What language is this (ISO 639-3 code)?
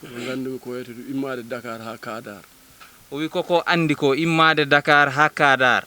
ful